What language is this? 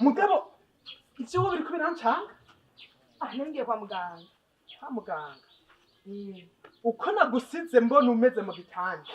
Rundi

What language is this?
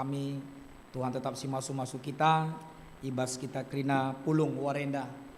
Batak Karo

